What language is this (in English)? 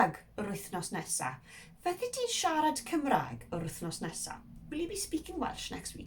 Welsh